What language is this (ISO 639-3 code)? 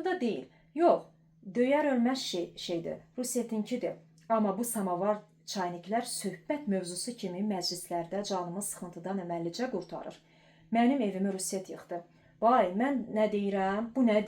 aze